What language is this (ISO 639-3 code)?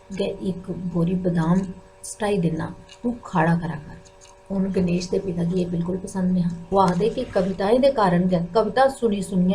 doi